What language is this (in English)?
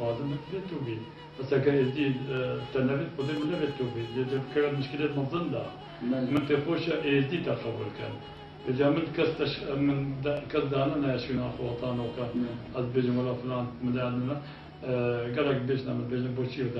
Kurdish